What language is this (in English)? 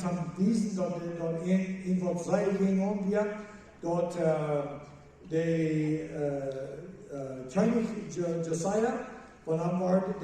Plautdietsch